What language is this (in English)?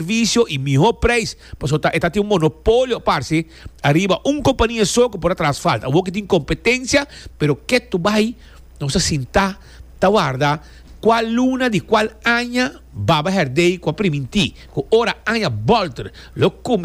Papiamento